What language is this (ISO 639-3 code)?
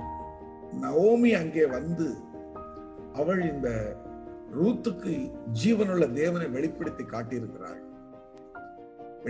tam